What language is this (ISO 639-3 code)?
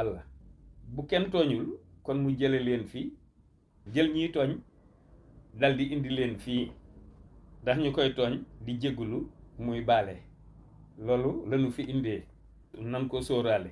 wol